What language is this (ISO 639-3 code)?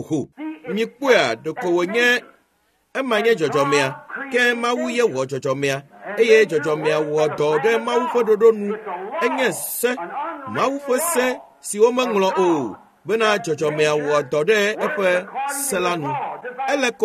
ewe